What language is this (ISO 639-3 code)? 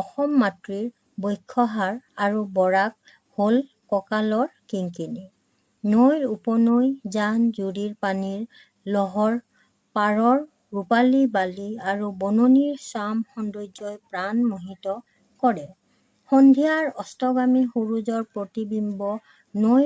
asm